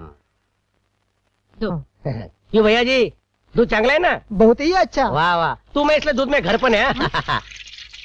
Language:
Marathi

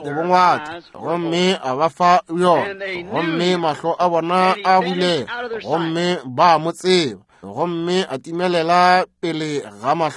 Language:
Northern Sotho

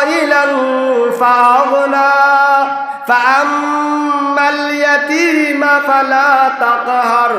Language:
Sylheti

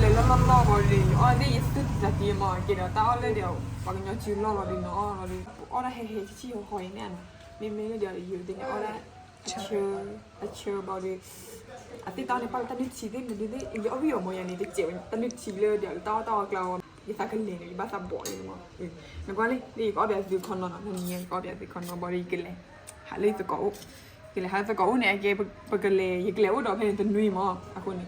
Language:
S'gaw Karen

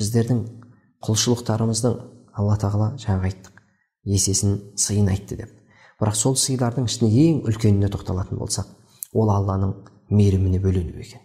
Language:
Kazakh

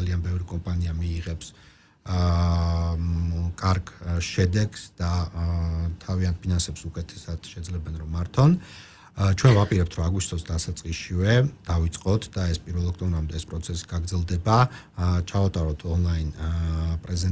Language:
Georgian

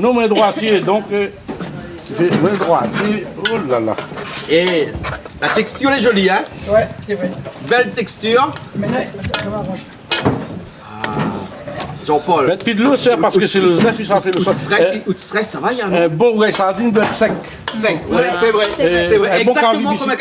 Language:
Réunion Creole French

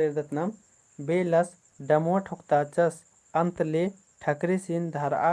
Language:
Kurukh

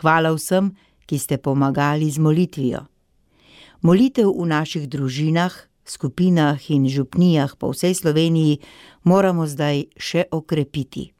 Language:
Slovenian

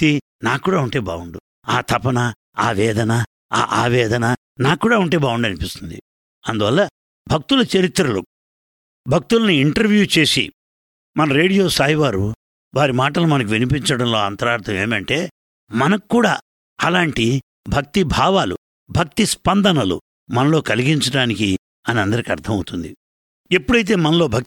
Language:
Telugu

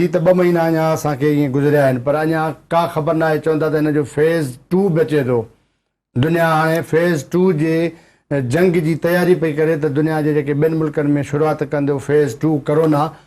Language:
Sindhi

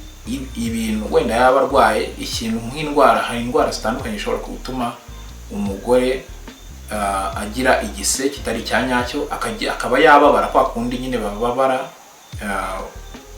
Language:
Kinyarwanda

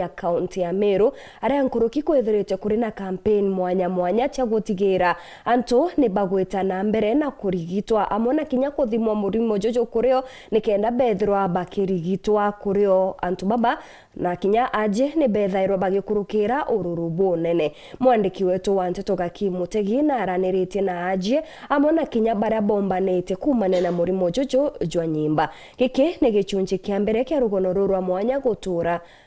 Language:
Meru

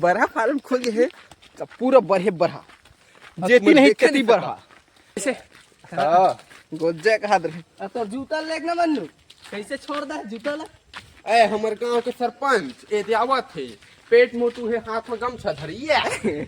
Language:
Chhattisgarhi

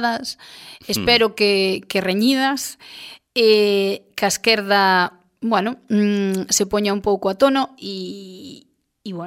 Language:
Galician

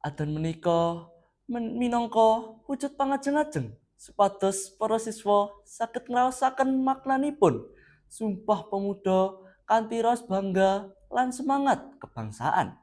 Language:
Javanese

